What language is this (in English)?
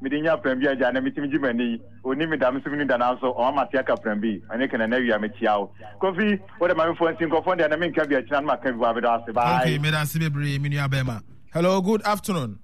Akan